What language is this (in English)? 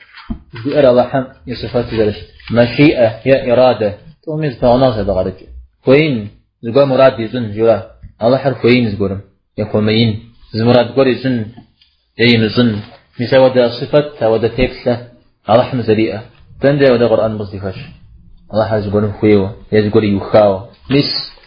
Kabardian